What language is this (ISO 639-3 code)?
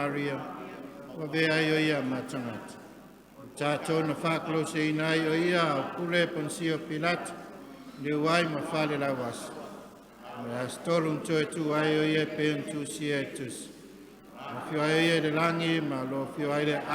smo